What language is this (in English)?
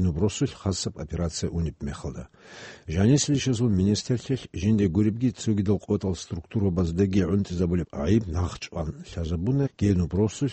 Avaric